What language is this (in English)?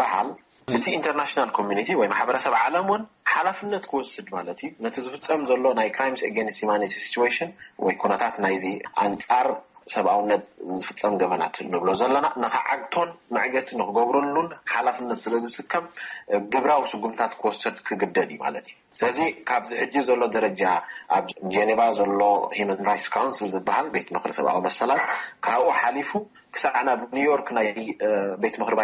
Tigrinya